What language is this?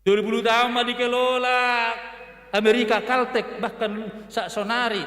Batak Toba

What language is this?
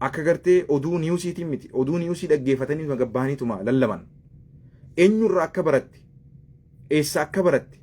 Oromo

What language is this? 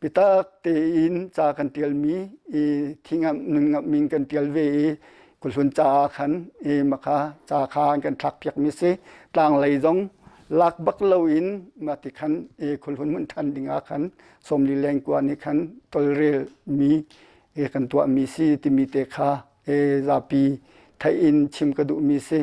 Hakha Chin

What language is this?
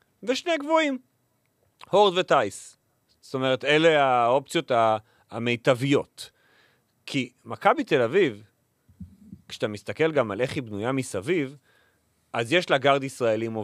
Hebrew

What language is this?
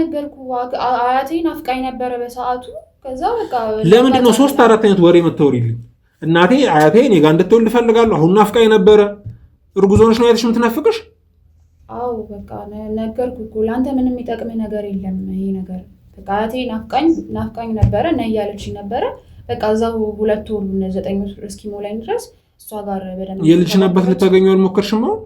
Amharic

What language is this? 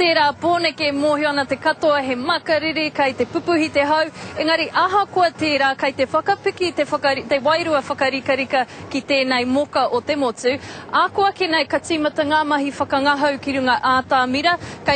Māori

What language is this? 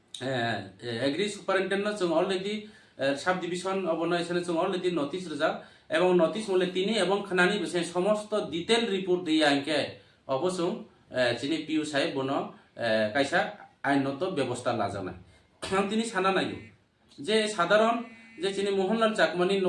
Kok Borok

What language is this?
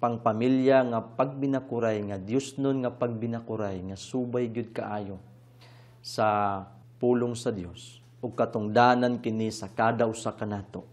Cebuano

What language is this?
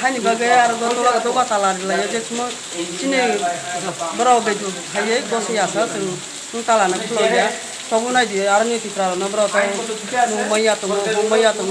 Kok Borok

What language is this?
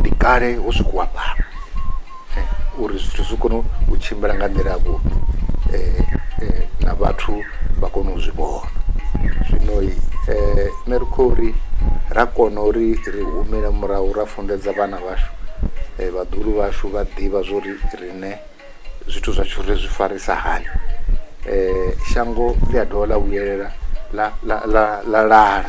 Venda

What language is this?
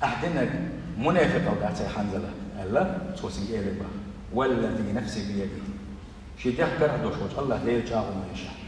Chechen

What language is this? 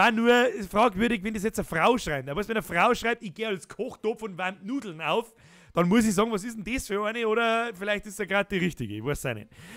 Bavarian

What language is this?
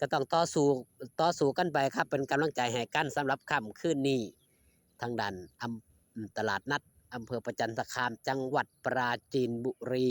Lao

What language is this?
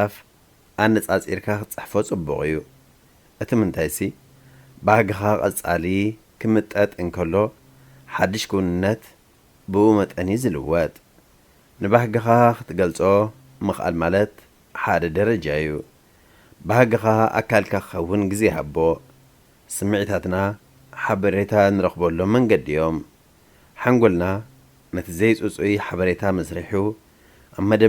Tigrinya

